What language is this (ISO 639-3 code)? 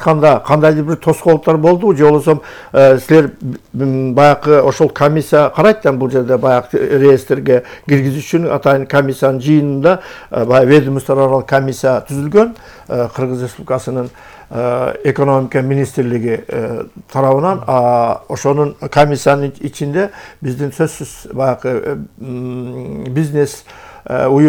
kir